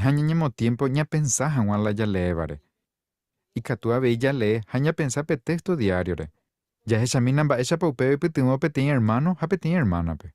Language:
Guarani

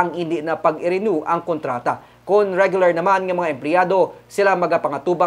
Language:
Hiligaynon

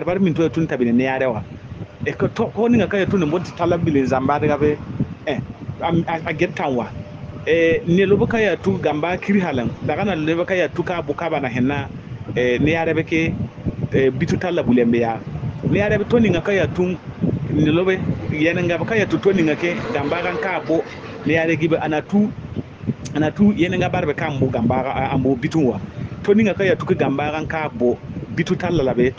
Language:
Bissa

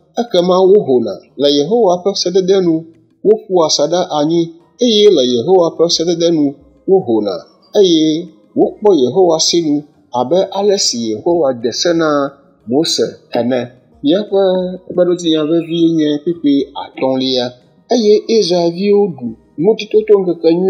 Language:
Ewe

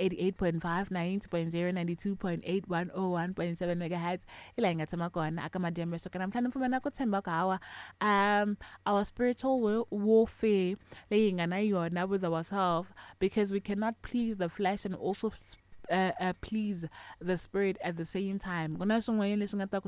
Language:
Tsonga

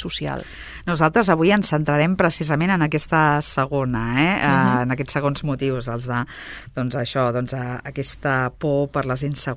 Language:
Catalan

